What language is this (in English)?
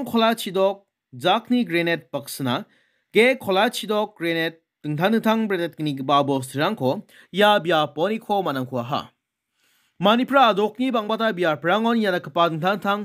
Garo